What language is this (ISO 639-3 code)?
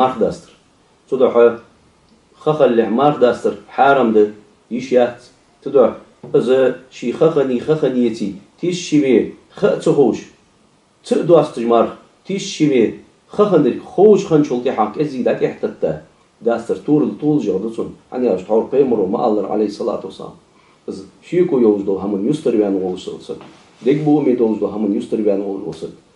inh